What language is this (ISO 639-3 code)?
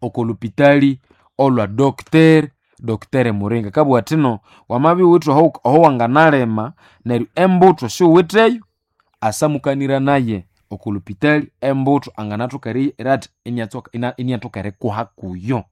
nnb